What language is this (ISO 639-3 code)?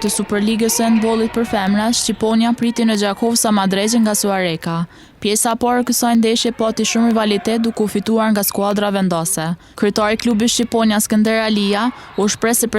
sqi